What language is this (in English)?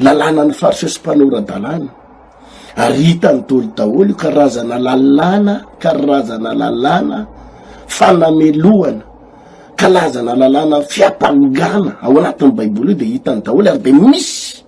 Malagasy